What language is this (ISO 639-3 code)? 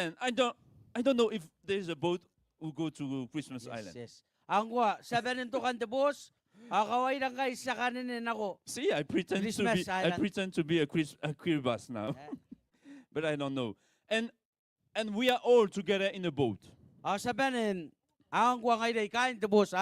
gil